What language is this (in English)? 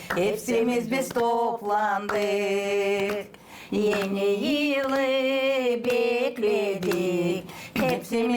Gagauz